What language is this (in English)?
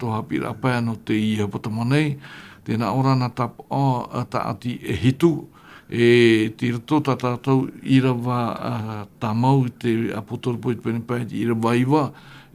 Tahitian